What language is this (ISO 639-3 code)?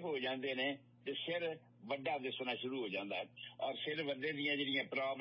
pan